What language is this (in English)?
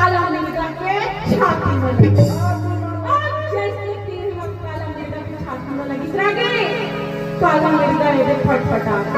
Chhattisgarhi